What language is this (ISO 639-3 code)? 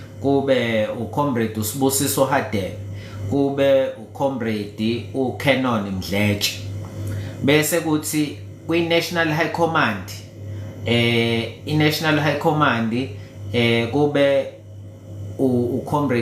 zul